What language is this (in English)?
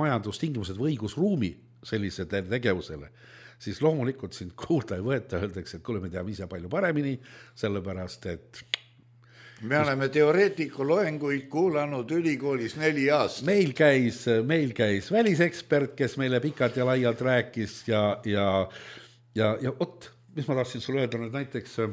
Estonian